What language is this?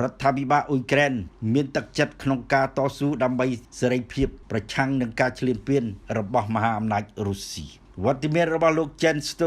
Khmer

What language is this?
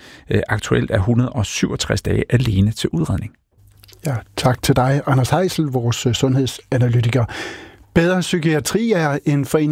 Danish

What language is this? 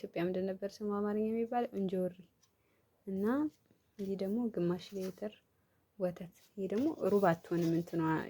Amharic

